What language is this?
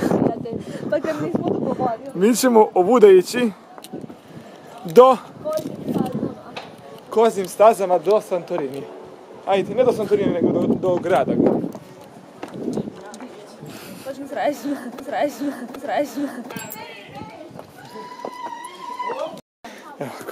Serbian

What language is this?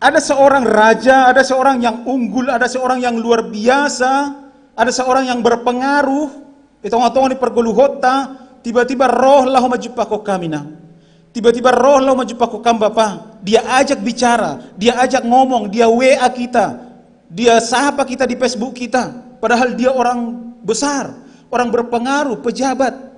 Batak Simalungun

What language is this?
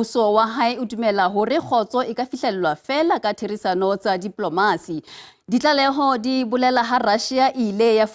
Southern Sotho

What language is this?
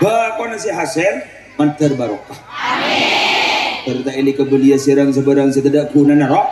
Madurese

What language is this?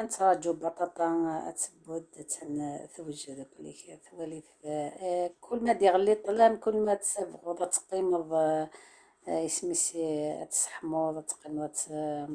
Algerian Arabic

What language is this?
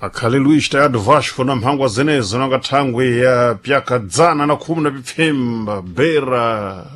Sena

